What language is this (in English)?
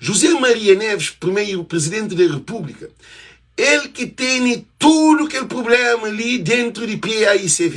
Kabuverdianu